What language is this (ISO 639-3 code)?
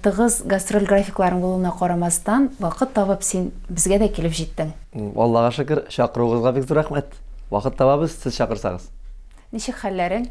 tat